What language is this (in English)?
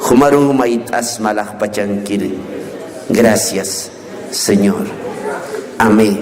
Aymara